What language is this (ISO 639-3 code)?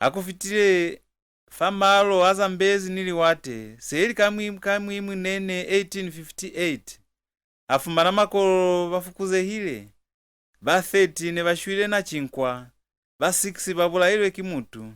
loz